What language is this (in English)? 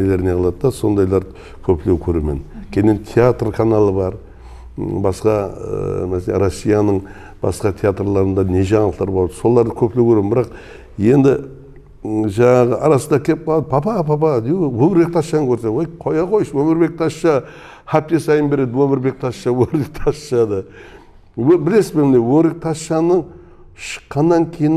Kara-Kalpak